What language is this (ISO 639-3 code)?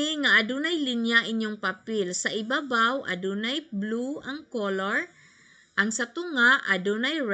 ceb